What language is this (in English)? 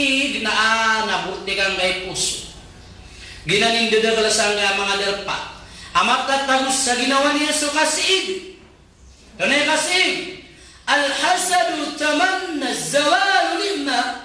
Maranao